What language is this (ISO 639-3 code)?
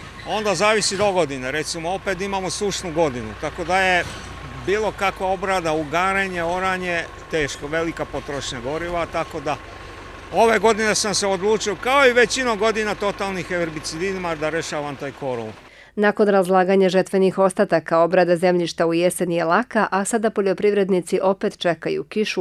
srp